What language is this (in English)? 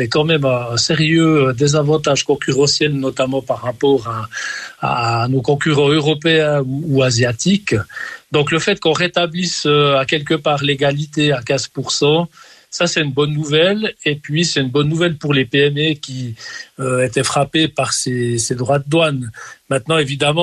French